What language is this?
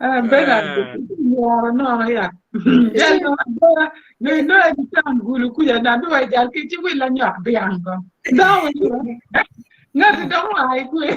Acoli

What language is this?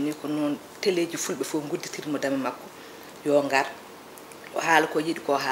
Fula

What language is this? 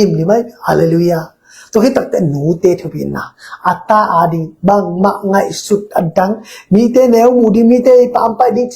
Tedim Chin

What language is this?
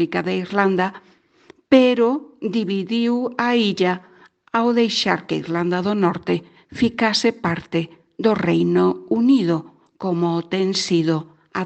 Galician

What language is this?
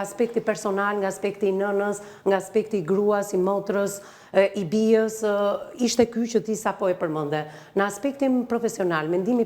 Albanian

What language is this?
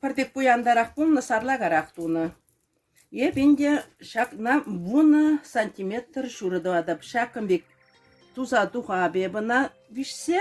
Chuvash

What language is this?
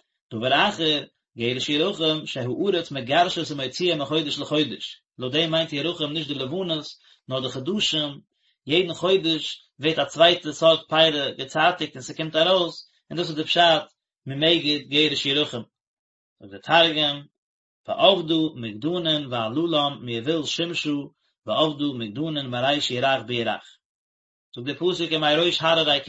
Yiddish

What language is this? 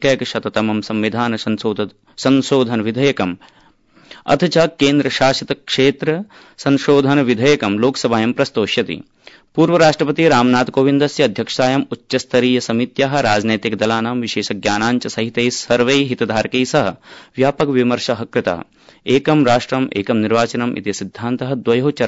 Sanskrit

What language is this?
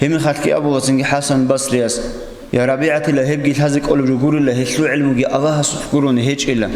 Avaric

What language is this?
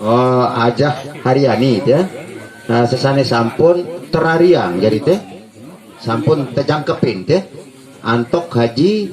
Sasak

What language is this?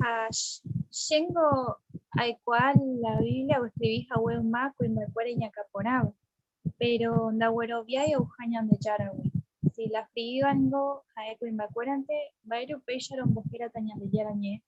Guarani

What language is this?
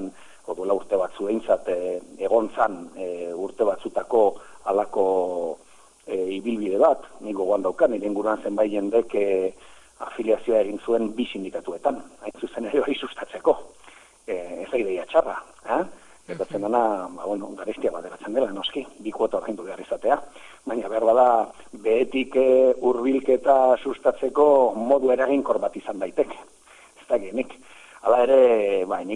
Basque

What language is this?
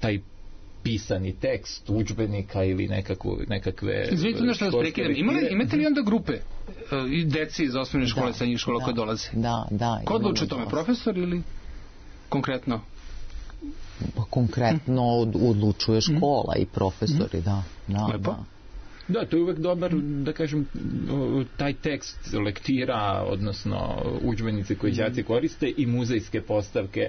Serbian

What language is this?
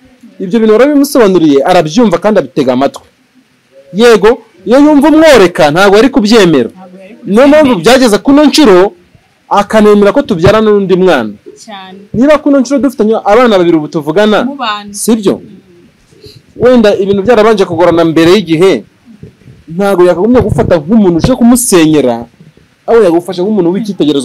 Kinyarwanda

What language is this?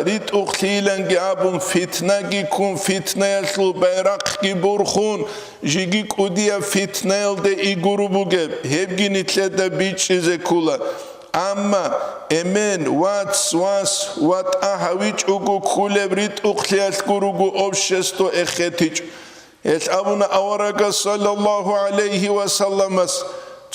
Avaric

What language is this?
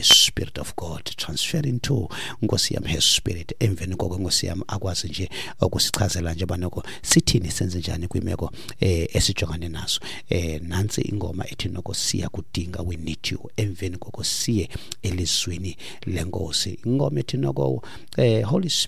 Xhosa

